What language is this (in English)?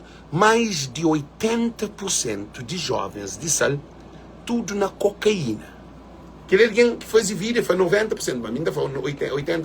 Kabuverdianu